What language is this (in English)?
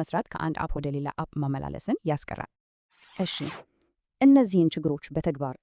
Amharic